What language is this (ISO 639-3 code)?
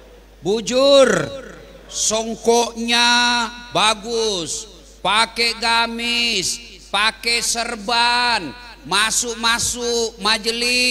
ind